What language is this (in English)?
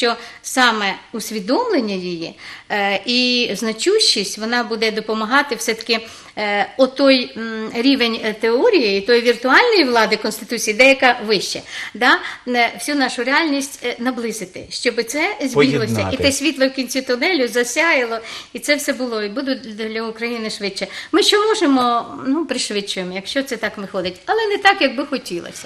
Ukrainian